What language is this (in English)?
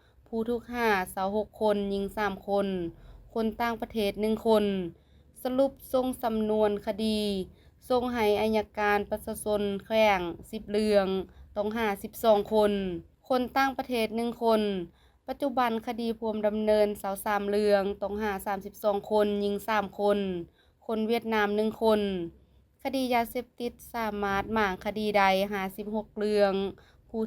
Lao